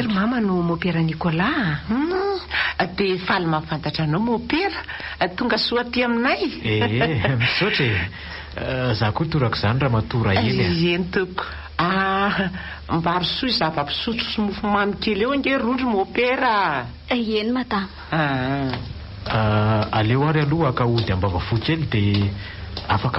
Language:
Malagasy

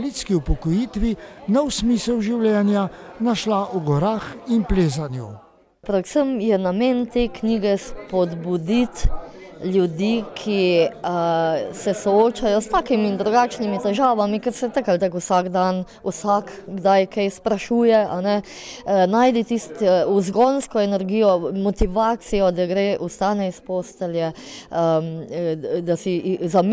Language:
Slovenian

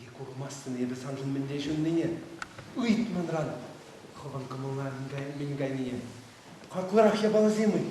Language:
Chuvash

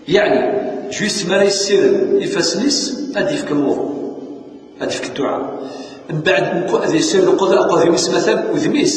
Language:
Kabyle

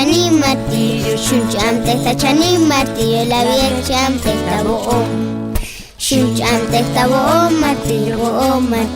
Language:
Tzotzil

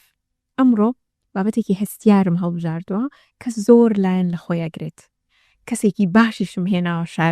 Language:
Central Kurdish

